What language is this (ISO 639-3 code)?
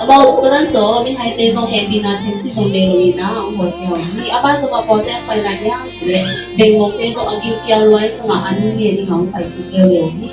ctd